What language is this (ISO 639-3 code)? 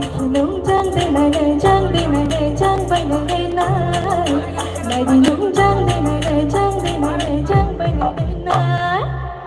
trp